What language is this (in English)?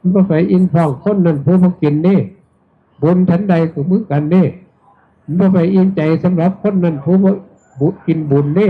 Northeastern Thai